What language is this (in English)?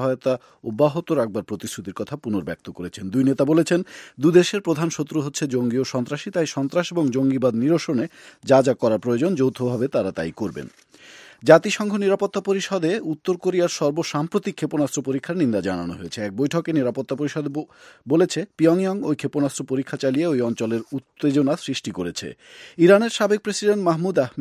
Bangla